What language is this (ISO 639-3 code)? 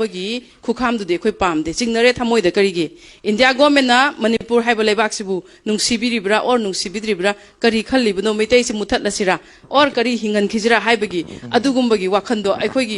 mni